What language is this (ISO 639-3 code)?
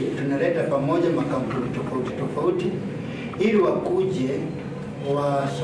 mer